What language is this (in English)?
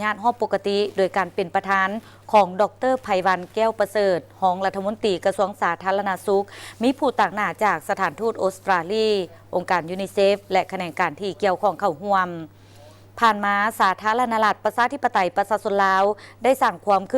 Lao